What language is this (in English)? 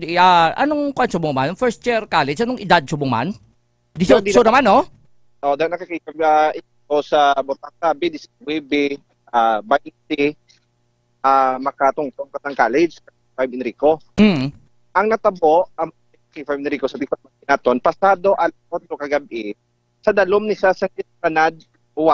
Hiligaynon